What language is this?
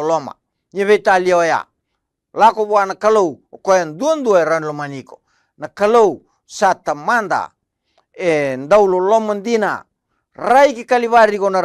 Fijian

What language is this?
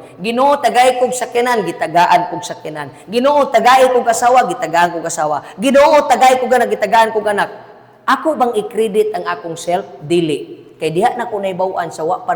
Cebuano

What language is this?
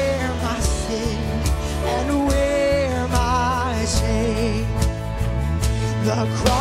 English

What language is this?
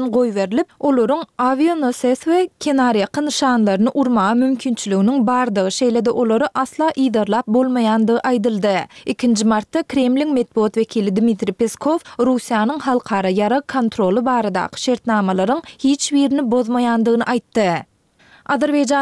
Turkmen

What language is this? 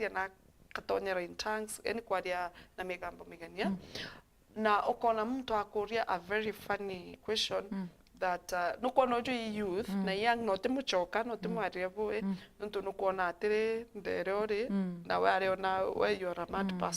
Meru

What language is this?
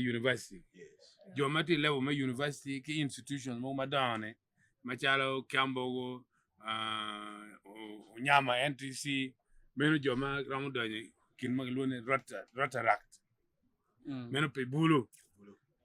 Acoli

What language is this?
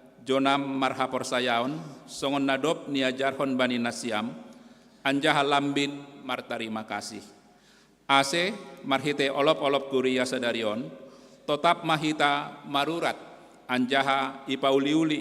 Batak Simalungun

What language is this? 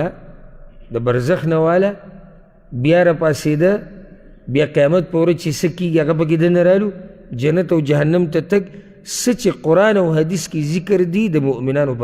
Pashto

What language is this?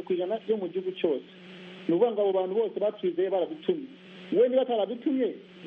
Kinyarwanda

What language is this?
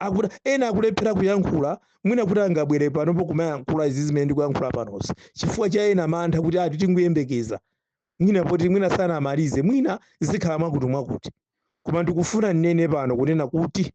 Nyanja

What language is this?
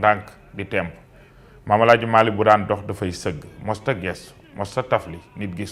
Wolof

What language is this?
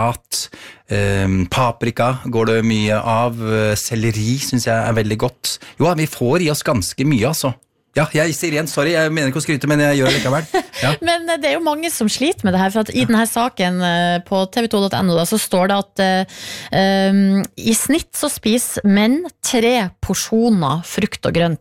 Norwegian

